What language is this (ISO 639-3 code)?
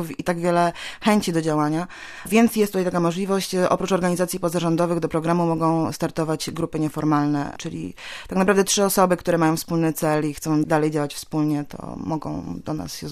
pol